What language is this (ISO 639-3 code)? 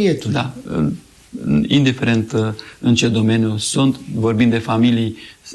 ron